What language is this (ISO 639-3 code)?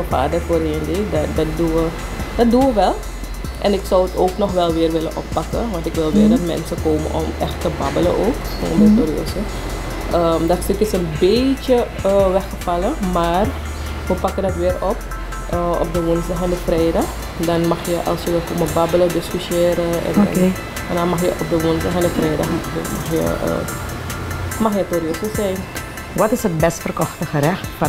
nld